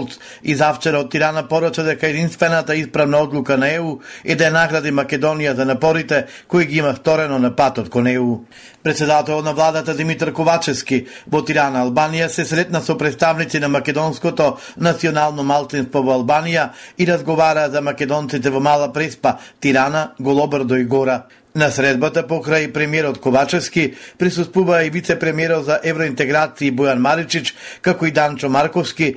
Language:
Macedonian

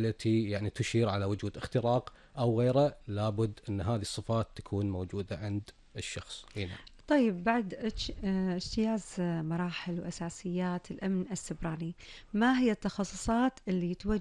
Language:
Gulf Arabic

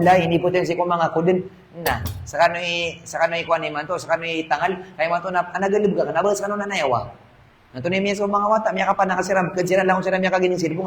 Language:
Maranao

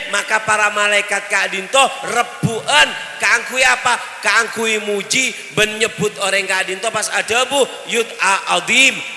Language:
Madurese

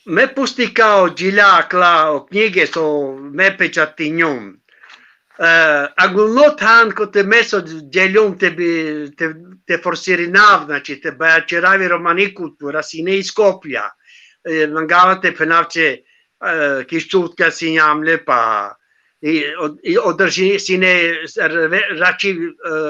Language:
Balkan Romani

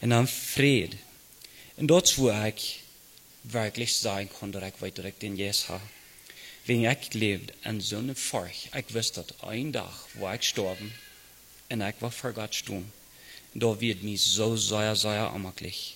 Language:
Plautdietsch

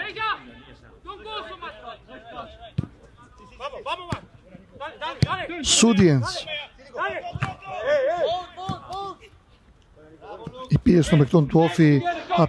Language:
Greek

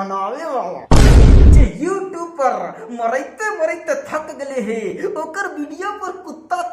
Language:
Magahi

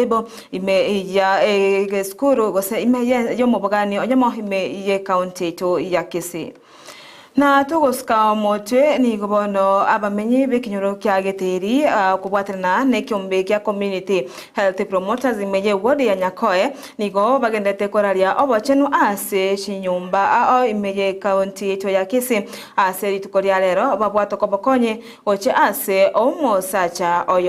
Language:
Gusii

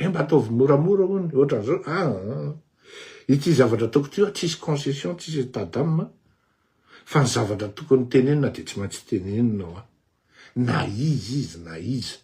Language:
Malagasy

